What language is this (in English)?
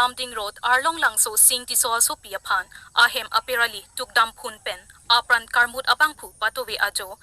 Karbi